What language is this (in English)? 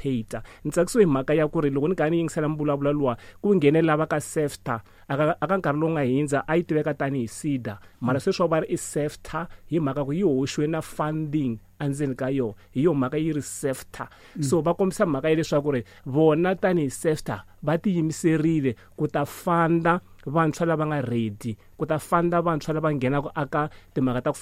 Tsonga